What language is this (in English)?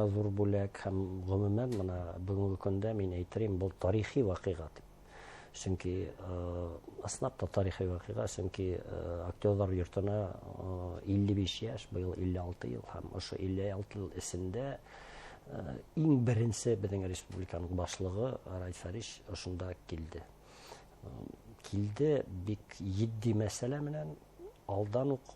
Bashkir